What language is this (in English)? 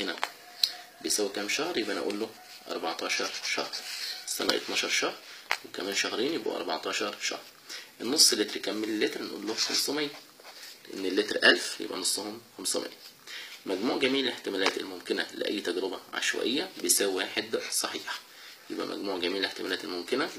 Egyptian Arabic